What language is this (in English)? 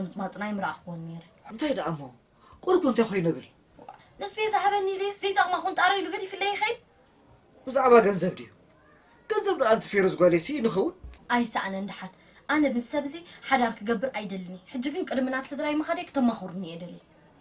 Tigrinya